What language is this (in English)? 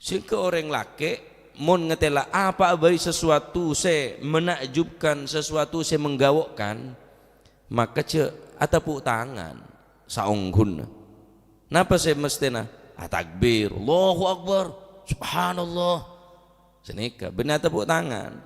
Madurese